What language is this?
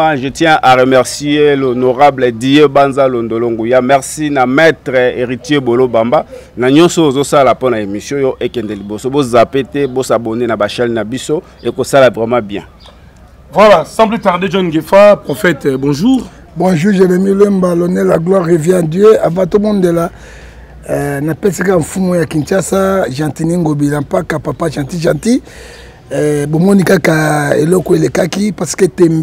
Lingala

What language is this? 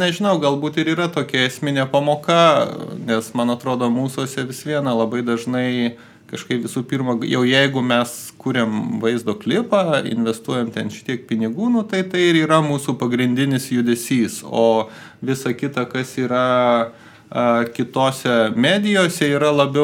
Lithuanian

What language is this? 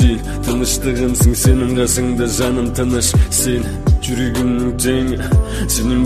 Kazakh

